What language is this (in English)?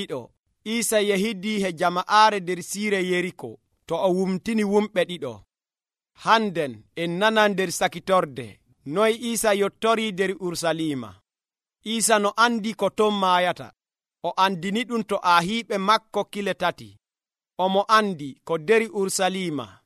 Nigerian Fulfulde